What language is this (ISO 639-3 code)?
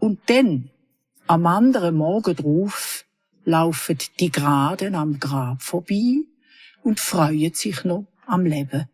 gsw